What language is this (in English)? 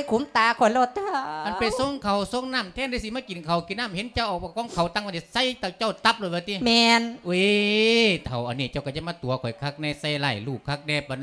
Lao